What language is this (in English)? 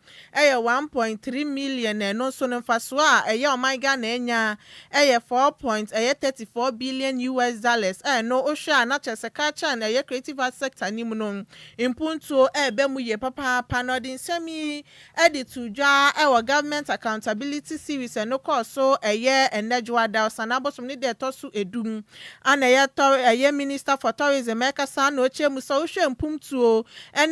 Akan